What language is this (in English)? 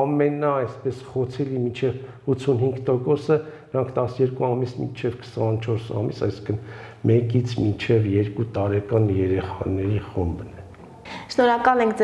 Armenian